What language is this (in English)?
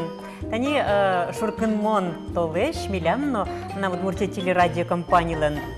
Udmurt